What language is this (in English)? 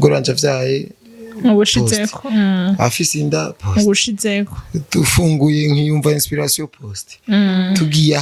Rundi